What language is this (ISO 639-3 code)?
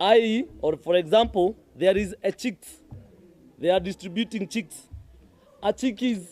mer